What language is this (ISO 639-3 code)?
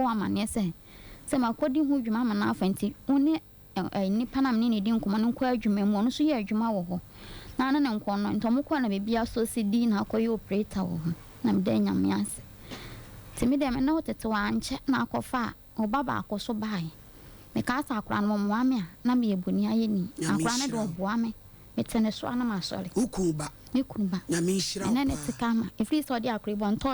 aka